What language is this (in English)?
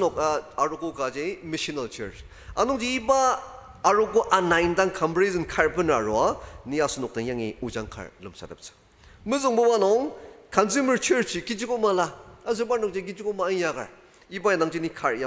Ao Naga